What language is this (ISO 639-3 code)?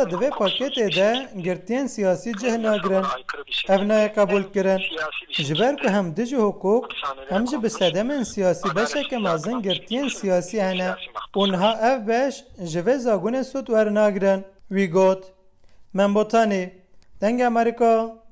kur